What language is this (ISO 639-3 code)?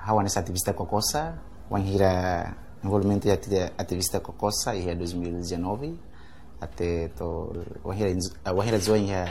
tet